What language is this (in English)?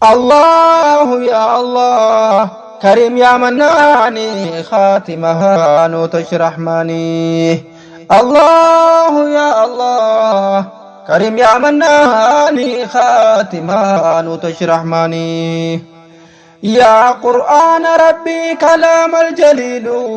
Oromo